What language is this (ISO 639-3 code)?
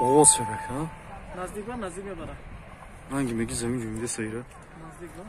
tgk